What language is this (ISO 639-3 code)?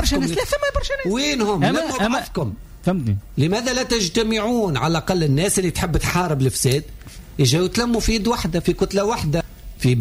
aeb